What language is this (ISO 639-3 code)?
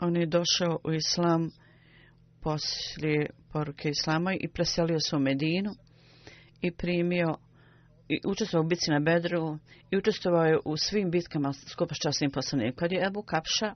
bos